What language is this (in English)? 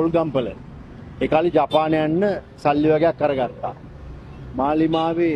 Sinhala